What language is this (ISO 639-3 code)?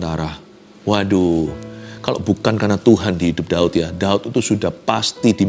ind